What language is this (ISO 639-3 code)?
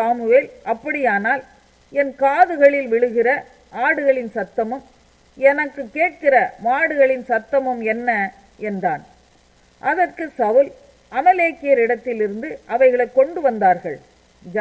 tam